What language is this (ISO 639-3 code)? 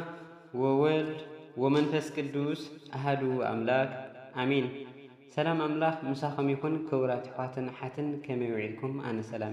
tir